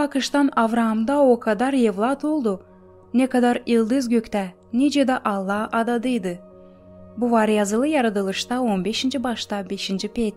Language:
Gagauz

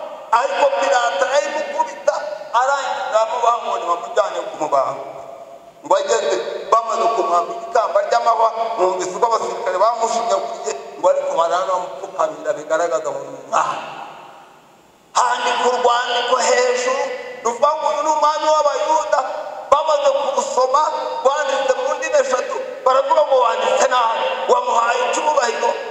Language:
Kinyarwanda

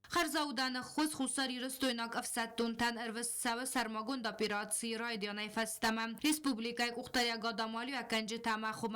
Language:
Ossetic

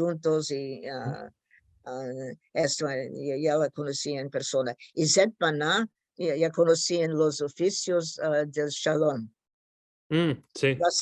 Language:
Ladino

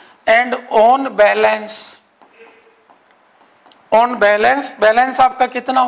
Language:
Hindi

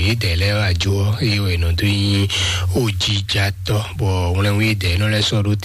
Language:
Fon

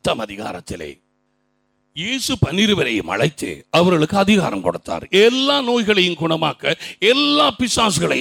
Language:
Tamil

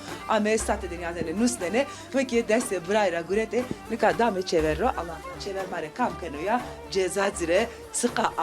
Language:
Zaza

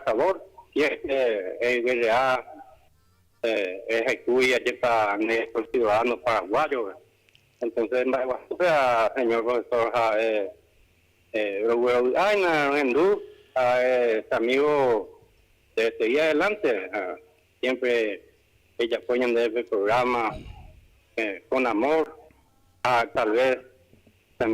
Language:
Guarani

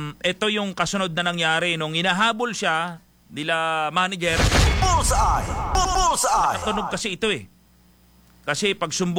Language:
Filipino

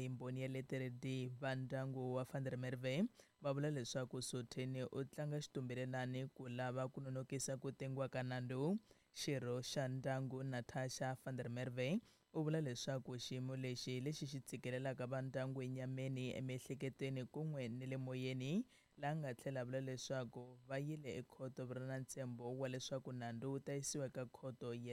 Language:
Tsonga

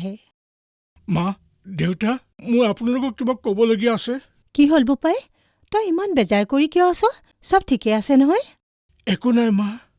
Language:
Assamese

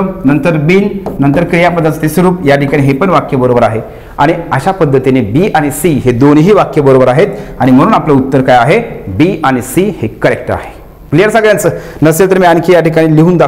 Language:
Marathi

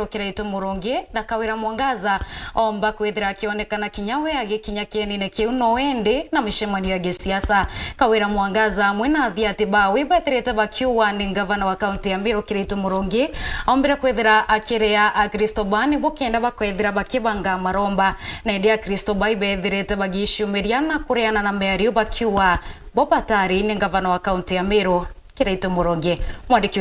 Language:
Meru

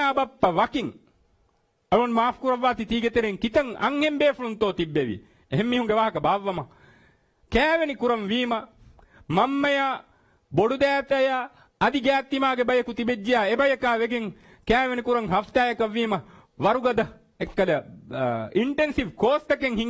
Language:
Divehi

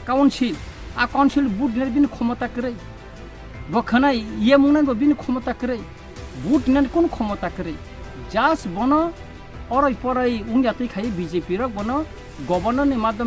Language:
Kok Borok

